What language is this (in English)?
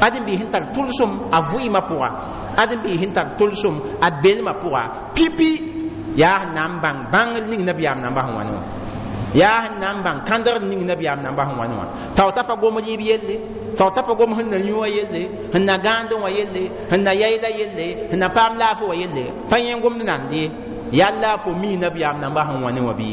Mossi